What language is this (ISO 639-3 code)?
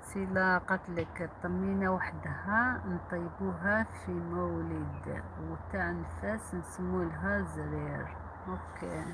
arq